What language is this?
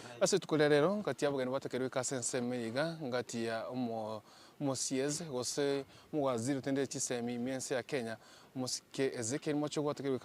Gusii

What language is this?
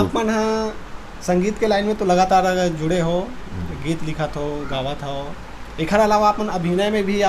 Chhattisgarhi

